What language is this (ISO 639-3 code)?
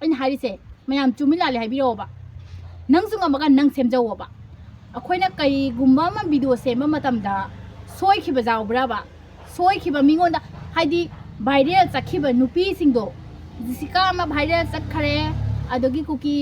mni